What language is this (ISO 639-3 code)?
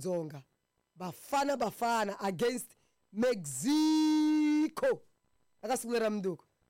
tso